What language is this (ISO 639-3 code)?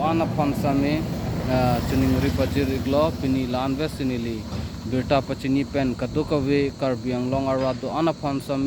mjw